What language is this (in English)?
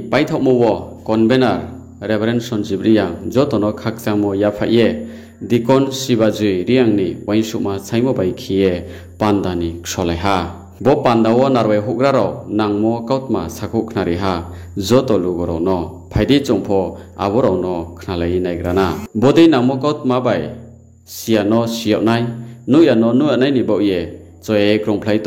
Riang (India)